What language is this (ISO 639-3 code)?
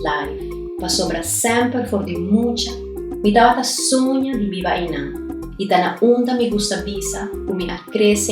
pap